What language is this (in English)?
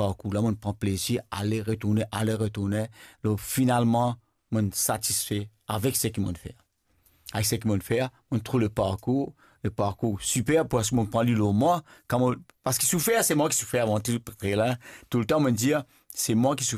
Morisyen